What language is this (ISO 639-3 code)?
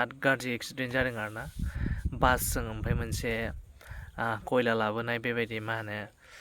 brx